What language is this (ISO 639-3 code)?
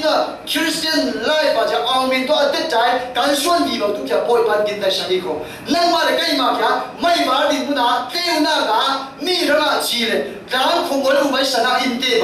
cfm